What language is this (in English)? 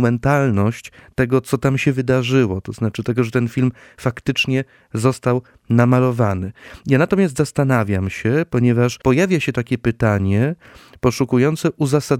Polish